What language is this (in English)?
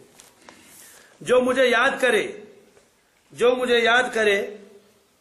Urdu